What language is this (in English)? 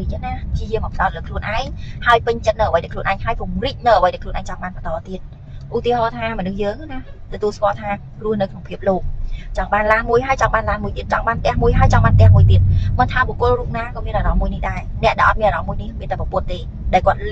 Khmer